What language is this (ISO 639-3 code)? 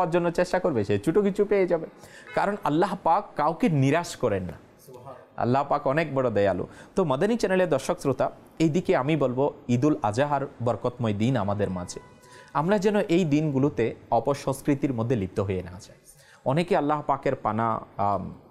ben